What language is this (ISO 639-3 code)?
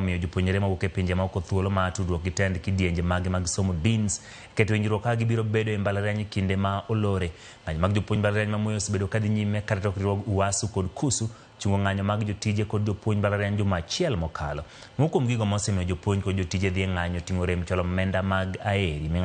luo